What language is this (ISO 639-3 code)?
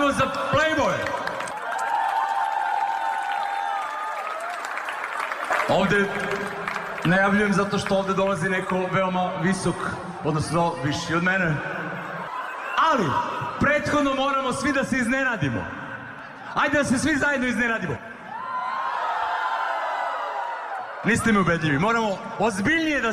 srp